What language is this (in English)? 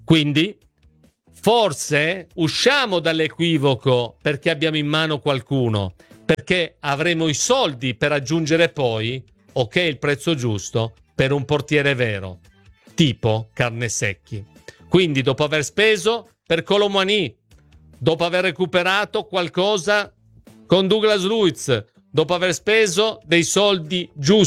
Italian